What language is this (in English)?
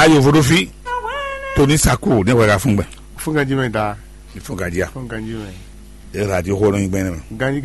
Fon